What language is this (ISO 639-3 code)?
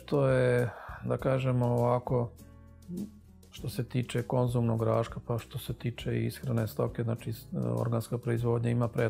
srp